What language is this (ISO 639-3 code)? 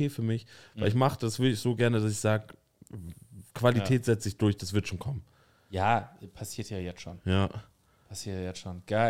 deu